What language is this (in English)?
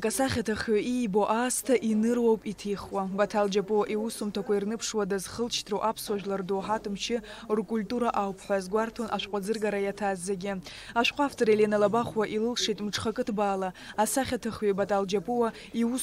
Abkhazian